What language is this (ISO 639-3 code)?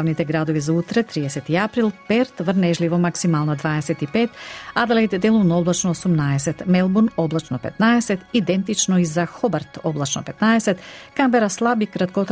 mkd